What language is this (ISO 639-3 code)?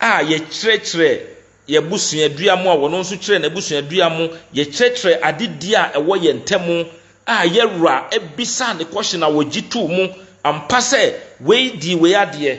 aka